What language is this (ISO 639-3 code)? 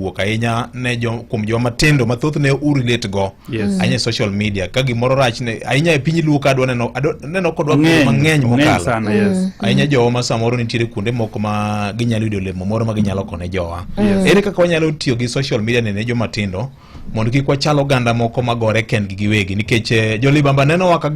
luo